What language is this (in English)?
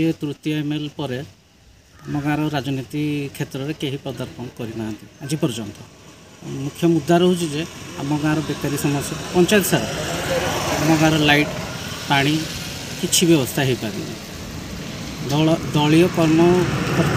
Odia